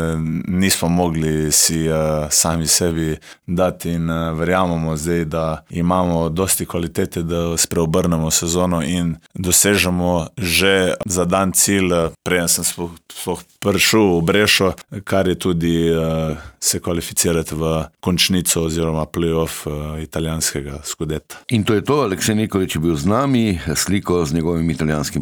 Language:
Slovenian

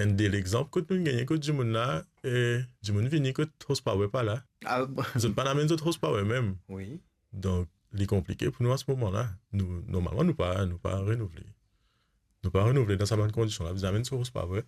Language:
Morisyen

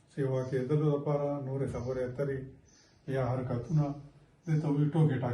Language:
Pashto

